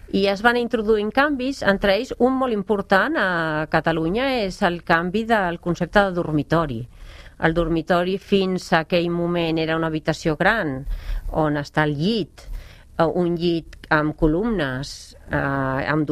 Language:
Catalan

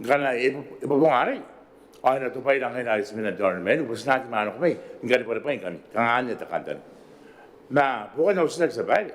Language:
Gilbertese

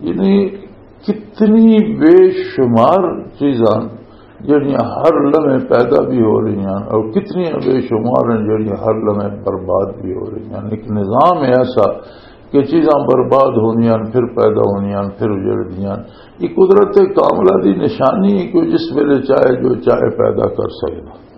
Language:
Western Panjabi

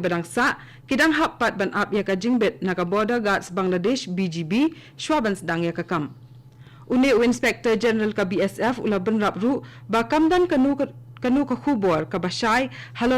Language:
Khasi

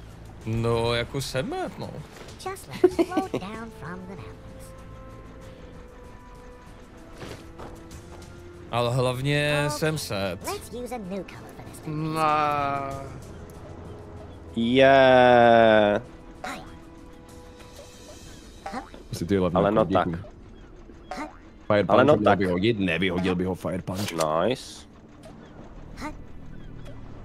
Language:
Czech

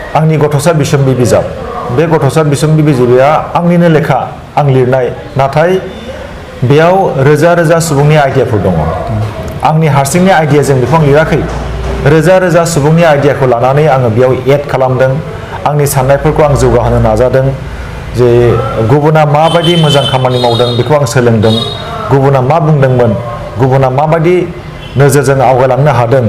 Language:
Bodo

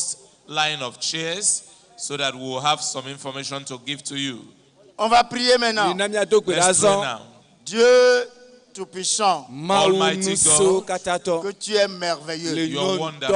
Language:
Ewe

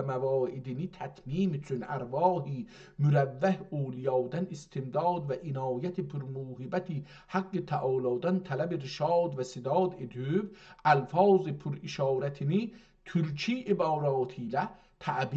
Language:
South Azerbaijani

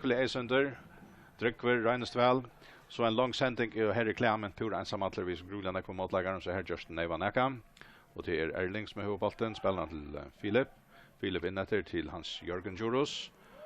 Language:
Faroese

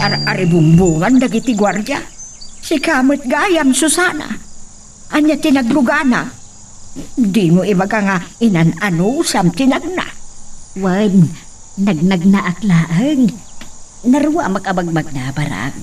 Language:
Iloko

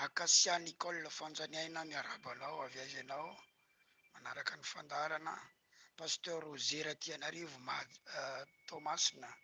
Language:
Malagasy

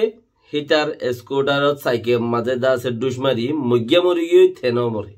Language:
Rohingya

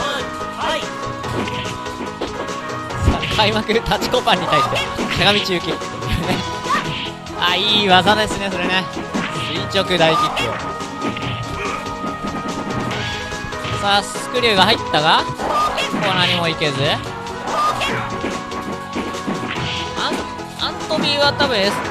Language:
Japanese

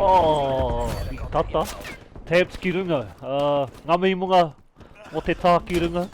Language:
Māori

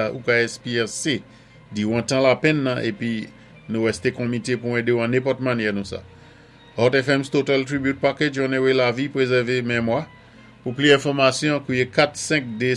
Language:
Saint Lucian Creole French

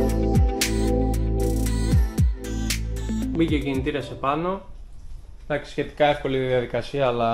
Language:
Greek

